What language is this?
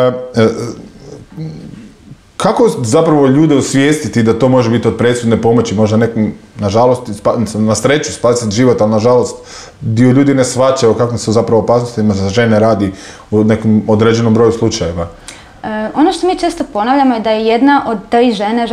Croatian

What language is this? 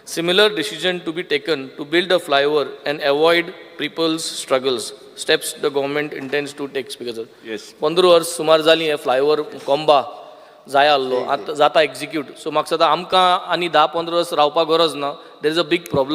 Konkani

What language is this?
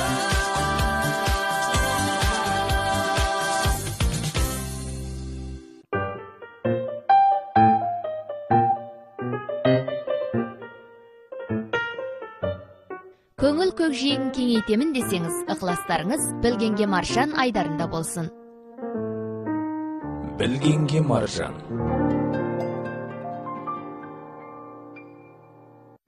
Kazakh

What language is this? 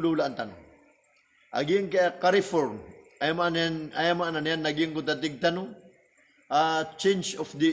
Maranao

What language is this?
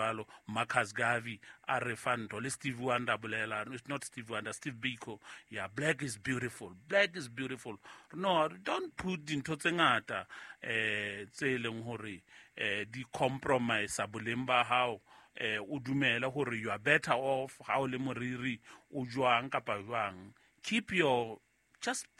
Southern Sotho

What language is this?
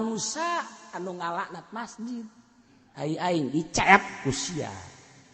Sundanese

